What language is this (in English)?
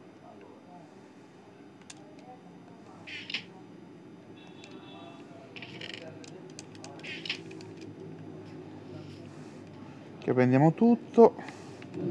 Italian